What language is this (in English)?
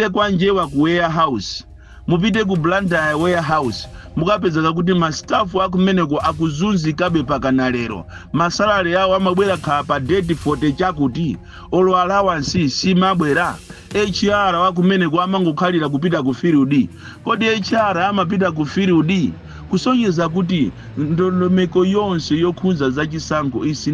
Nyanja